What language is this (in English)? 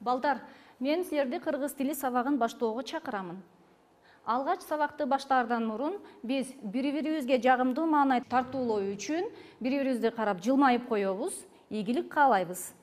Kyrgyz